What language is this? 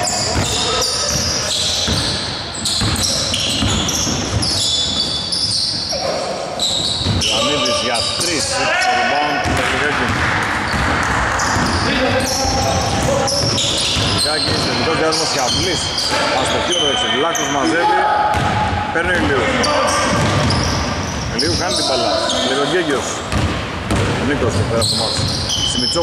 Greek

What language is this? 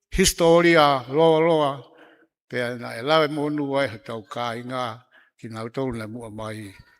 Tongan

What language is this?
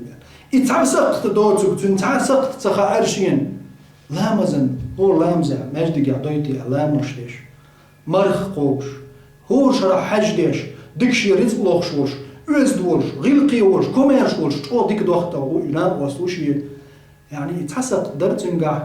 Chechen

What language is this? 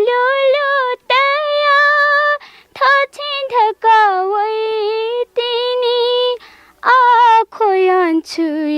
Newari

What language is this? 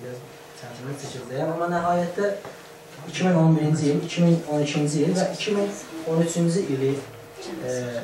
South Azerbaijani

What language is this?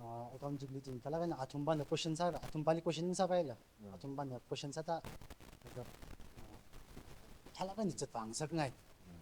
Tangkhul Naga (India)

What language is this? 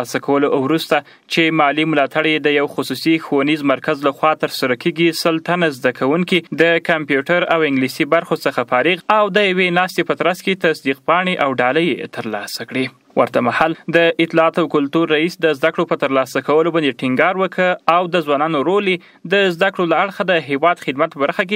Pashto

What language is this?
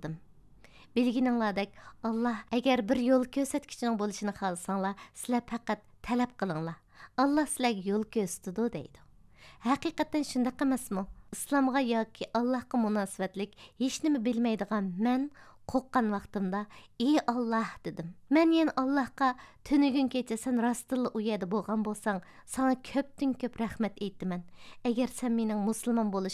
Uyghur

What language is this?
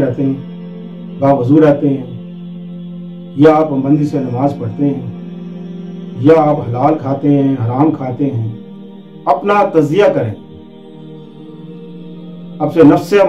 Urdu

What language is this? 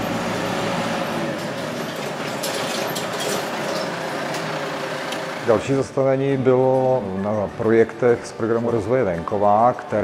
Czech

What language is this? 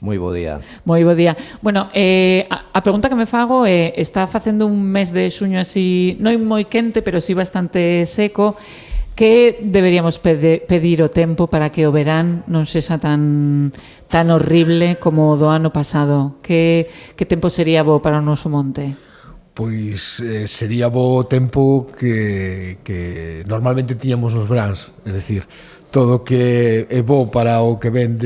Galician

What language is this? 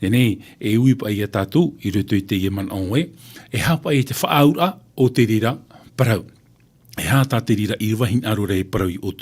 Tahitian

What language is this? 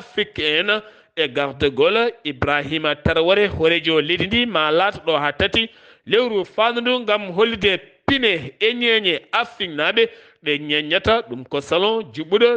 Fula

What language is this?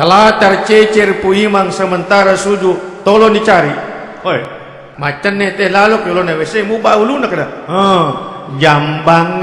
Buginese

